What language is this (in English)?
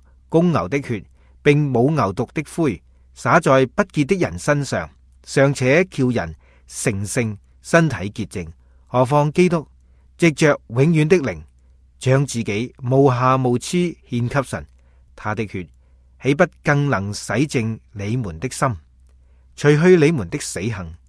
Cantonese